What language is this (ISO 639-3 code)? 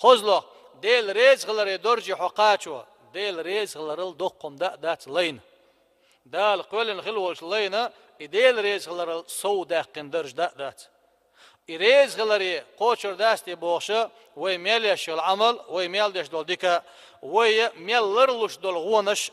che